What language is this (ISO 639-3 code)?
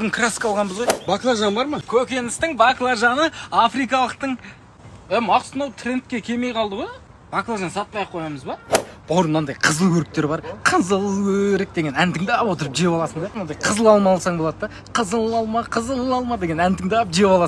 kaz